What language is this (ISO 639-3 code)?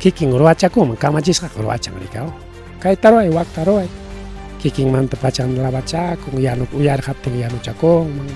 quy